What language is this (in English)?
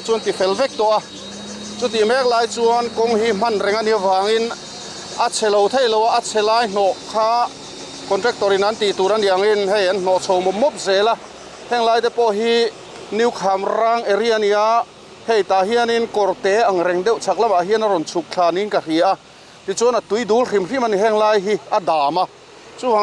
Mizo